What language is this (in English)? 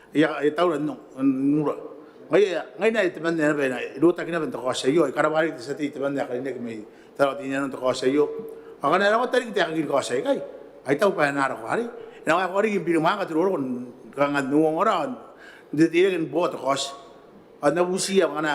Gilbertese